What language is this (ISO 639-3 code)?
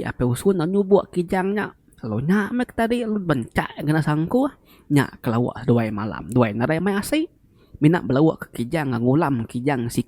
iba